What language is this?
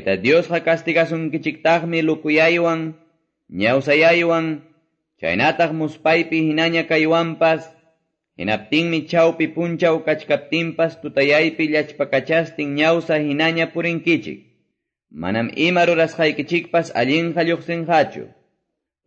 Quechua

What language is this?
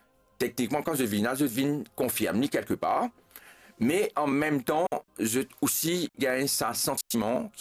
Morisyen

